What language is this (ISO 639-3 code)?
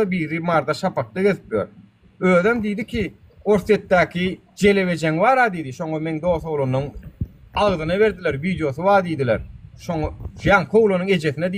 tuk